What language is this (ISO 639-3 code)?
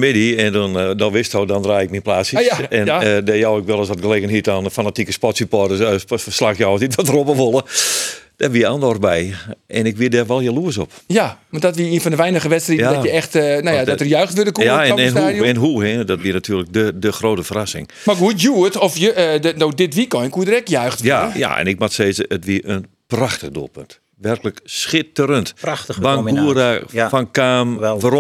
fry